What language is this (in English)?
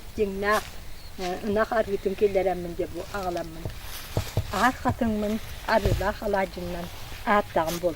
Yakut